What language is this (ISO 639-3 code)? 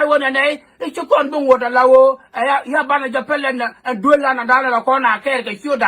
nus